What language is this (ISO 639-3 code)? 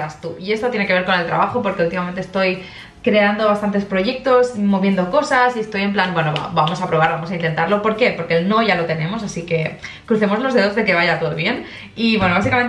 spa